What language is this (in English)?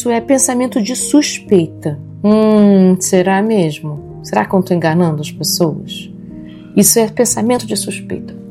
Portuguese